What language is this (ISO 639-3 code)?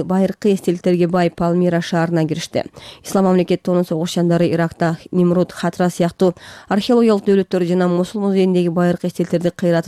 kir